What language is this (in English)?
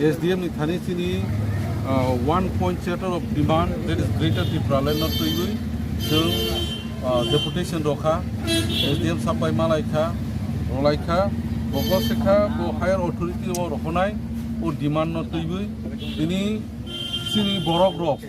Kok Borok